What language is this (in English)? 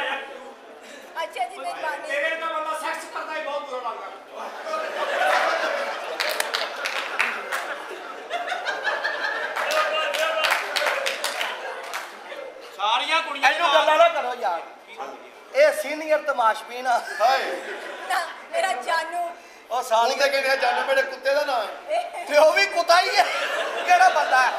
Punjabi